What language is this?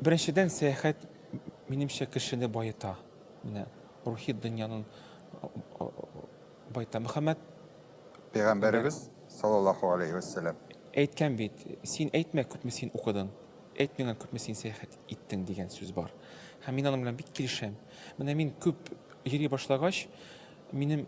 Tatar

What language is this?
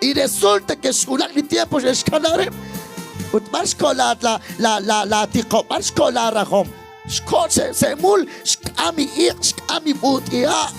Kekchí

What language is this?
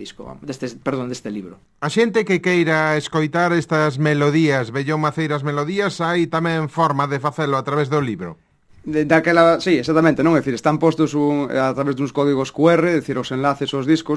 Galician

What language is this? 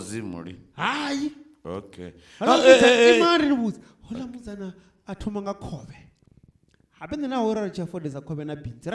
Venda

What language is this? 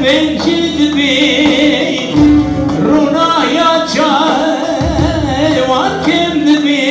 Kurdish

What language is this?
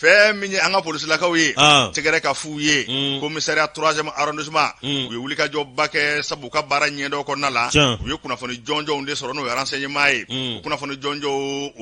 Bambara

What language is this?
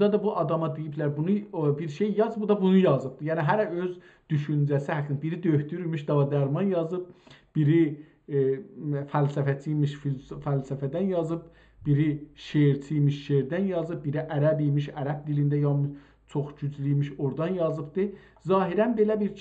South Azerbaijani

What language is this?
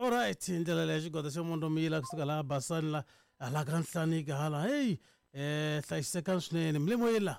Tsonga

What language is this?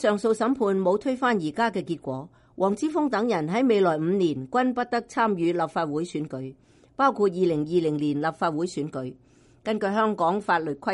Cantonese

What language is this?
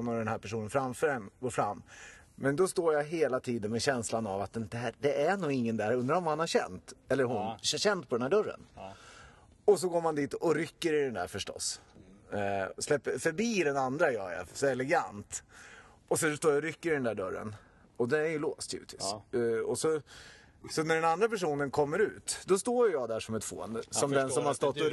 Swedish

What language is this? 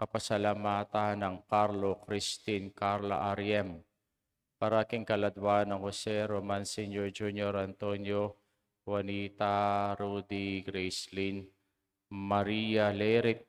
Pampanga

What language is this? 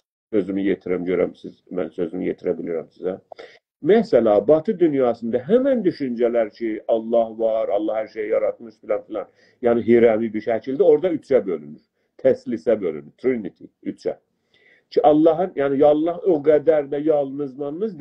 South Azerbaijani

